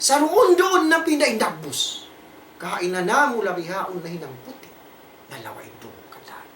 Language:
Tausug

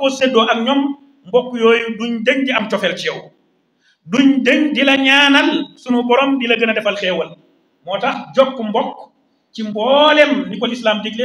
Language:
Wolof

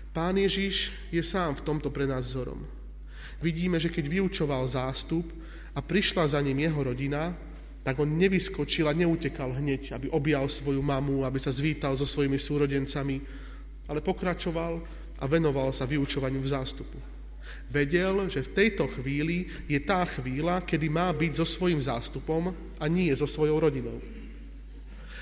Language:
Slovak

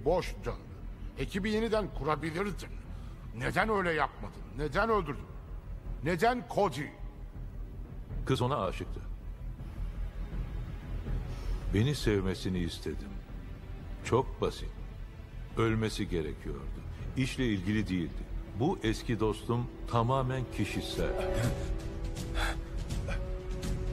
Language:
Turkish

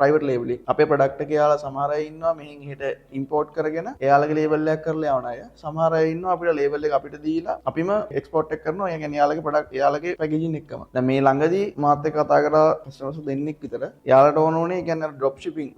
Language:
Sinhala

